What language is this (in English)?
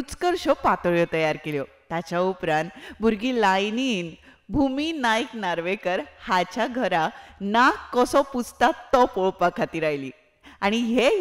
Konkani